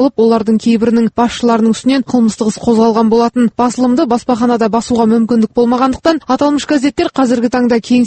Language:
Kazakh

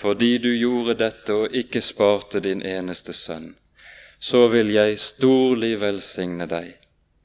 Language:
Norwegian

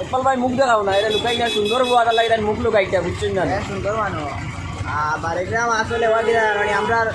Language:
Sylheti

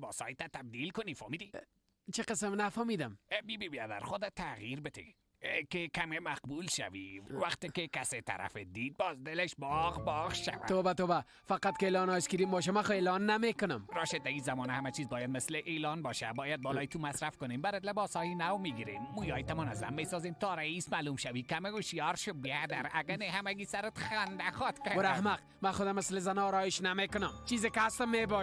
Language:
Persian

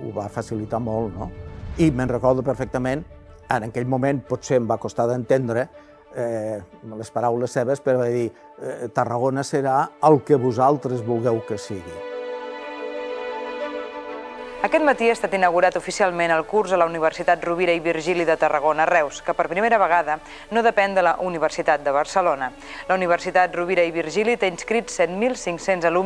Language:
Catalan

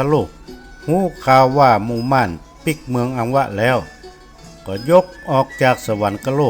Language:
Northern Thai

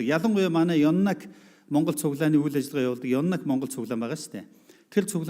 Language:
Mongolian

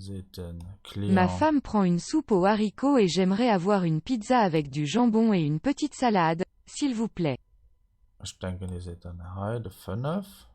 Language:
Luxembourgish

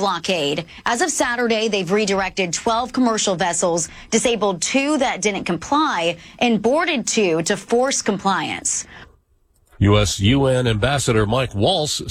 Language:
English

